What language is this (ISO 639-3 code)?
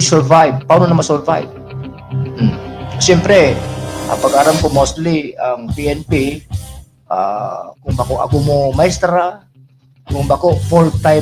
bik